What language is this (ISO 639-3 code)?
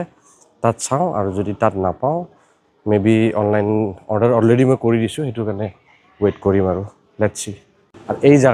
asm